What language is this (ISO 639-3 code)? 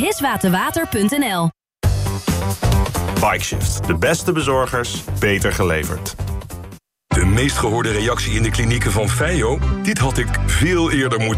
nld